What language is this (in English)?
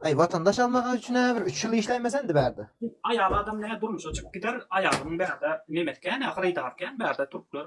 Turkmen